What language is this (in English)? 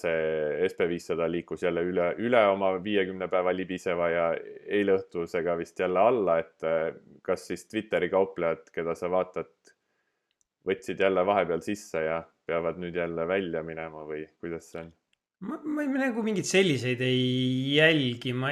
Estonian